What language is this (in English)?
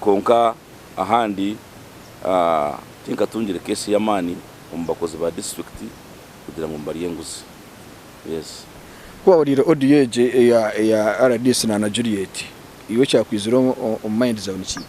Nyankole